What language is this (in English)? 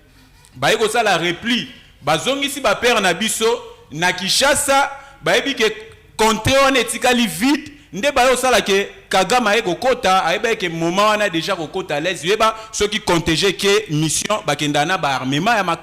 Lingala